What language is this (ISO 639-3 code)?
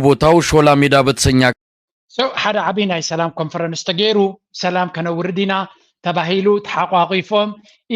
tir